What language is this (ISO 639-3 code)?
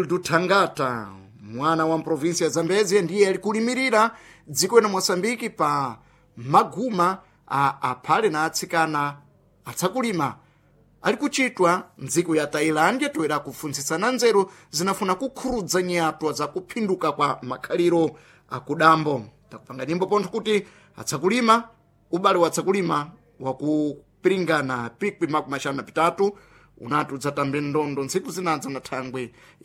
seh